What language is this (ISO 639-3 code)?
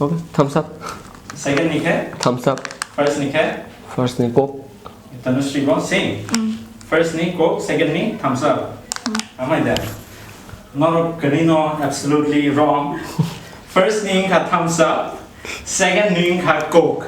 trp